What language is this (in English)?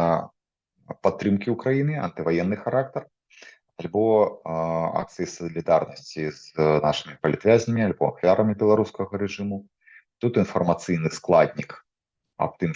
Belarusian